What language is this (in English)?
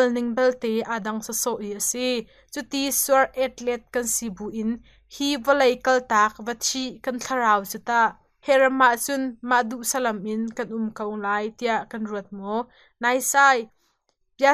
Hakha Chin